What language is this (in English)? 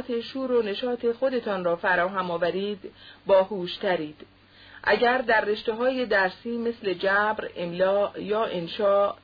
Persian